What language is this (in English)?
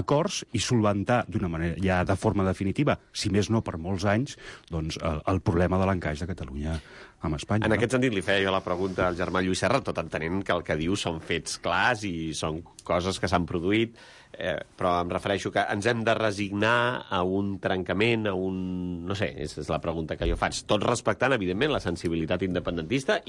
Catalan